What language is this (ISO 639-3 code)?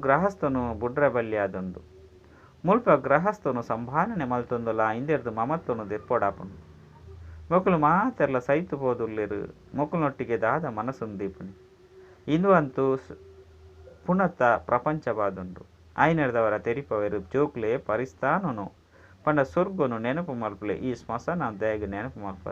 tcy